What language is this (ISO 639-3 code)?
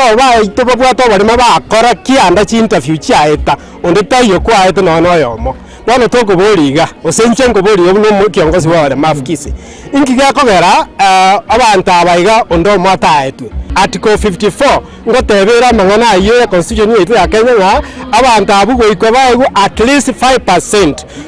guz